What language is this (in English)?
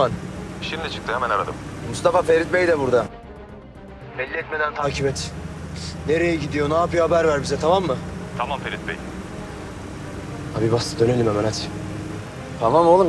Turkish